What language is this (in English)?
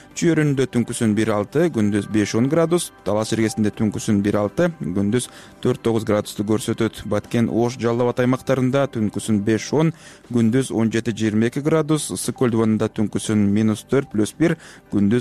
Kyrgyz